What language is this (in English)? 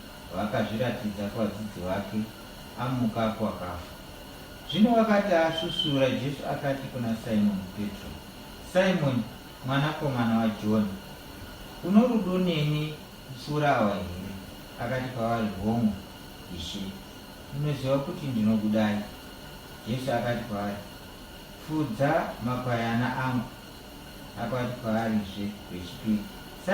Shona